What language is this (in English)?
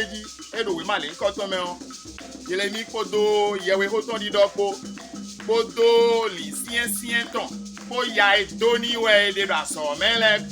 Fon